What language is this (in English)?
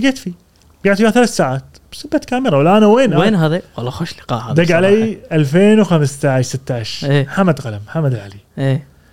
Gulf Arabic